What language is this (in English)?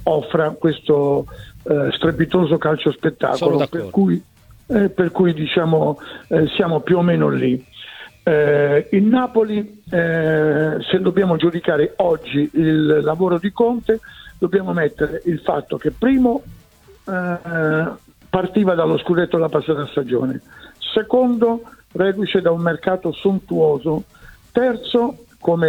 Italian